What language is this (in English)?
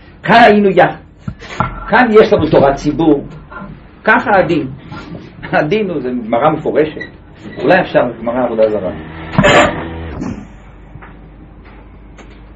Hebrew